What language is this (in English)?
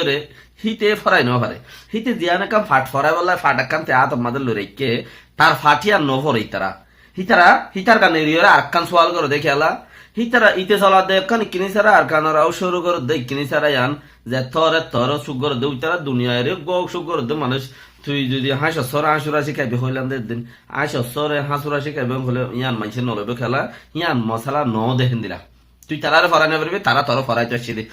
Rohingya